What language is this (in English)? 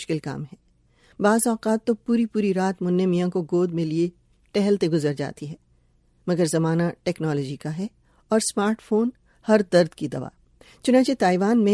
Urdu